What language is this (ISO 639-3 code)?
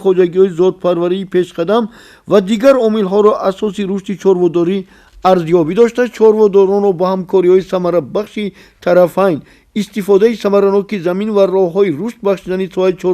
tgk